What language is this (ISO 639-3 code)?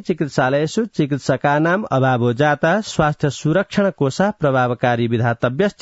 san